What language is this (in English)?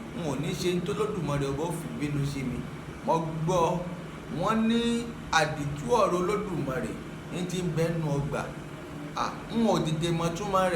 Yoruba